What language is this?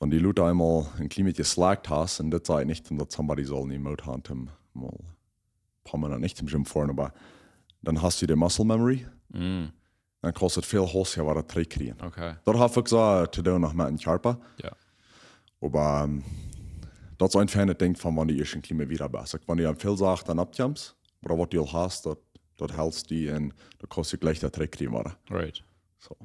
Plautdietsch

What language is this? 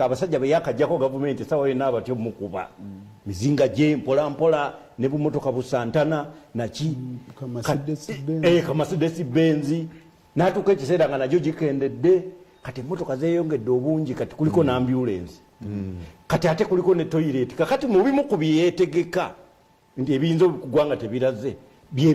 Ganda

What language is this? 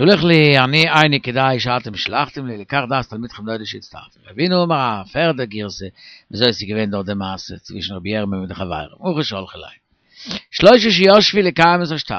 Yiddish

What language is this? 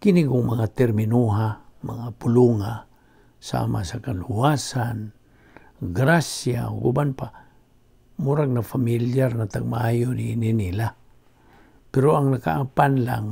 Cebuano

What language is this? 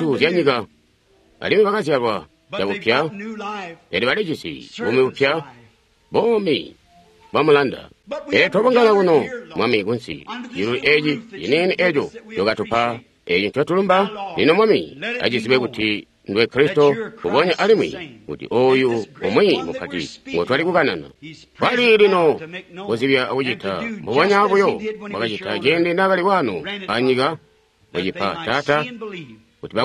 Tonga (Zambia)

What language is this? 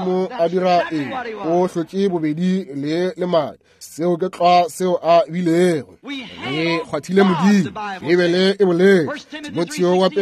Northern Sotho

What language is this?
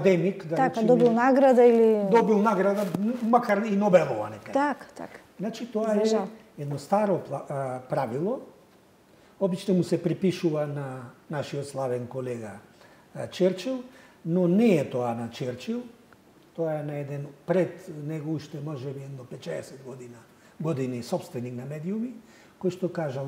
Macedonian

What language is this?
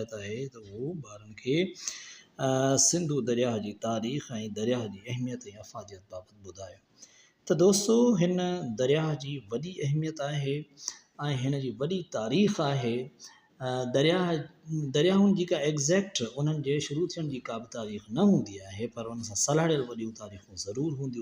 Sindhi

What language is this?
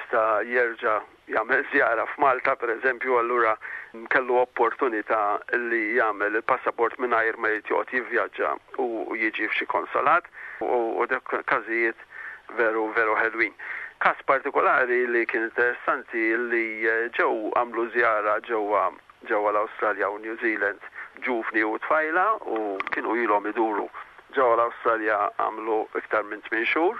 Maltese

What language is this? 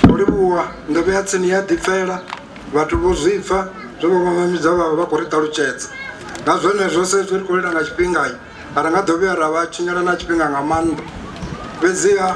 Venda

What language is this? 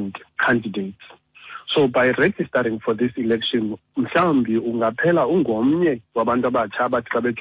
Xhosa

